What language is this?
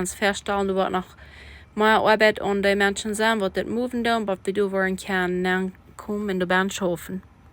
Plautdietsch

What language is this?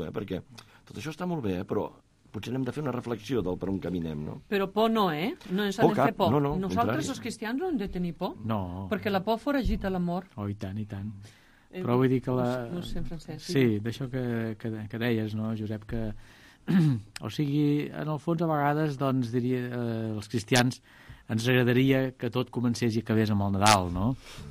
Catalan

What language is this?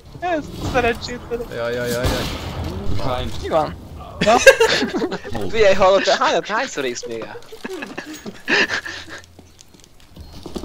Hungarian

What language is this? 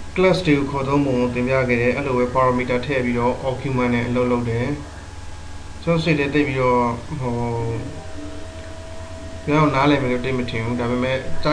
Burmese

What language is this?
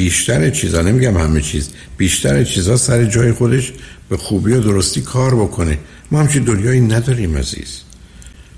Persian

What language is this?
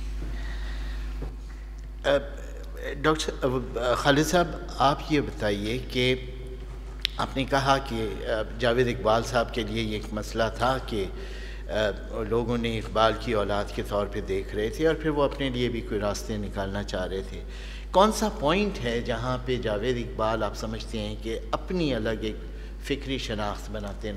Urdu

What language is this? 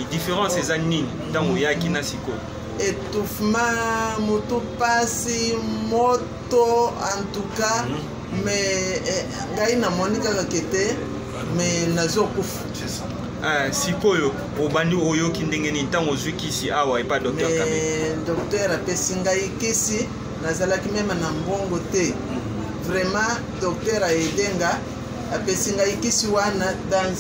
Lingala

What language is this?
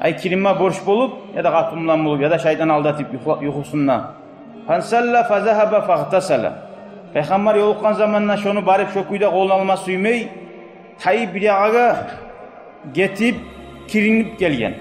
Kumyk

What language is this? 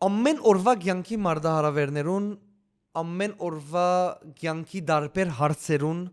Western Armenian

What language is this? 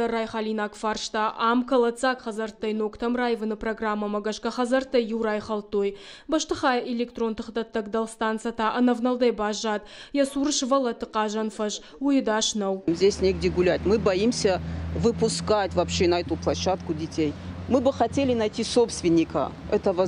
Ossetic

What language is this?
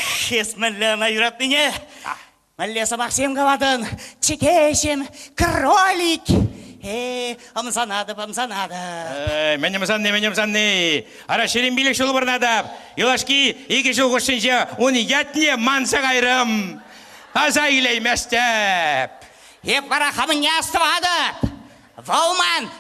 Chuvash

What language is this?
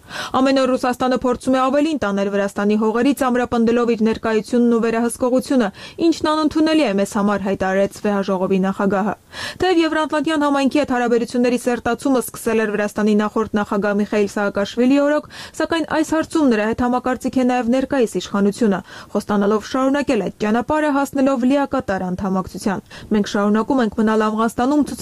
Armenian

